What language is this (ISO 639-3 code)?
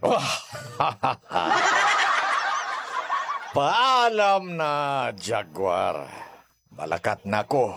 hil